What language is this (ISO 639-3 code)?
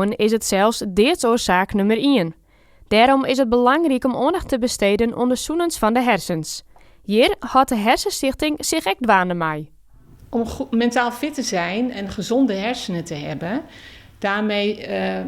fry